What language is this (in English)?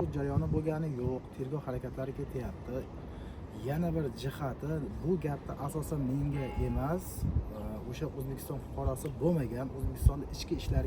Uzbek